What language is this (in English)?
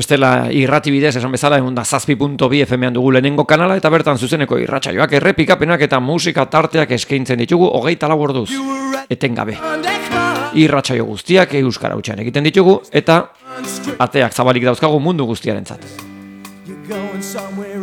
Basque